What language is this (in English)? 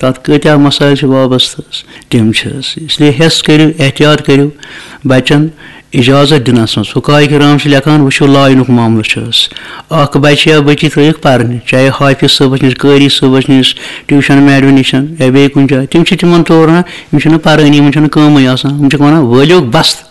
Kashmiri